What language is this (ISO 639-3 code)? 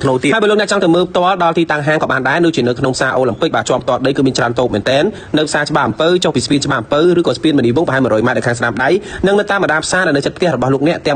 khm